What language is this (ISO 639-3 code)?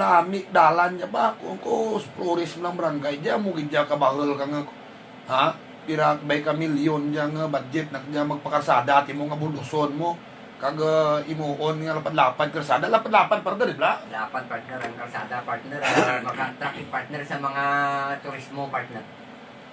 hil